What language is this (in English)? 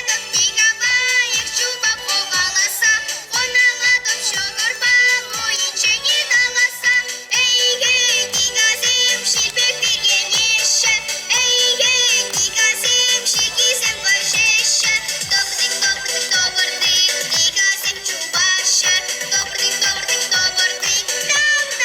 Chuvash